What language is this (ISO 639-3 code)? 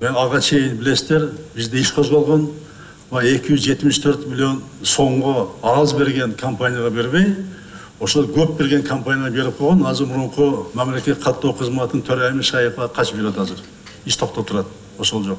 kir